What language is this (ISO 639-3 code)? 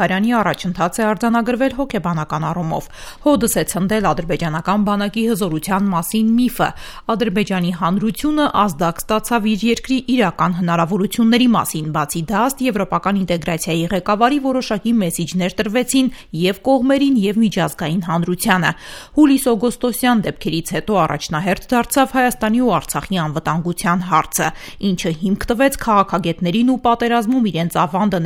hye